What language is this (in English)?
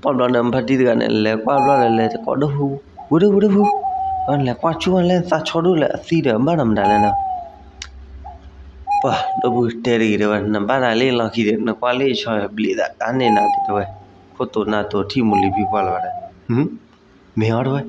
S'gaw Karen